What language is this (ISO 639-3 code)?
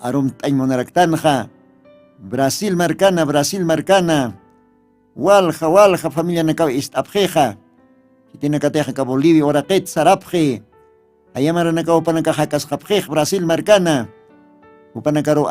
aym